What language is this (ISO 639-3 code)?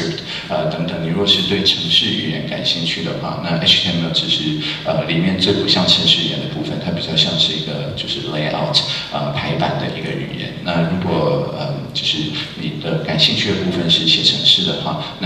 zho